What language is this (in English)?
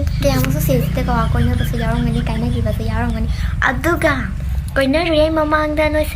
Manipuri